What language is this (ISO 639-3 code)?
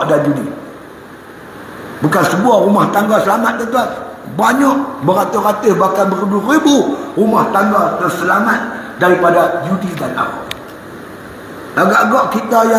msa